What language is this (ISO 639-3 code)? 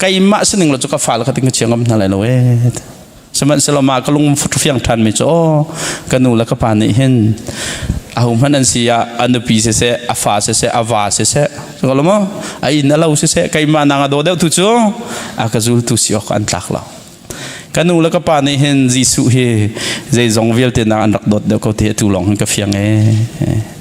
cnh